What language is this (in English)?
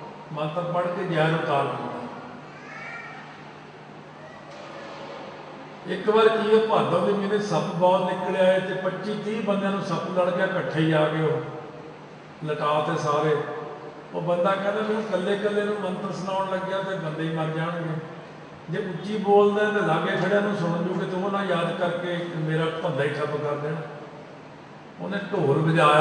Punjabi